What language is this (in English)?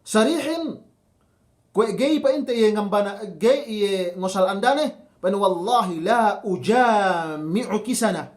Yakan